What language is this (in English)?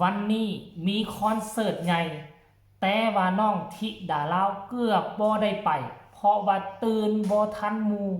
Lao